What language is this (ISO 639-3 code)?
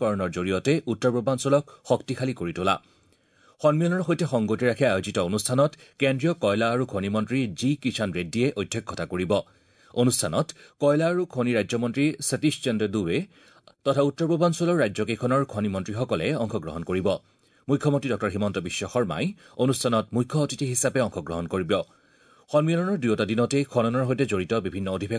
asm